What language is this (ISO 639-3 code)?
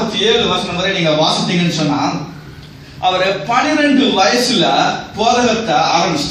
tam